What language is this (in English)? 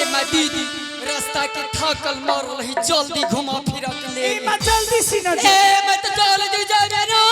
Angika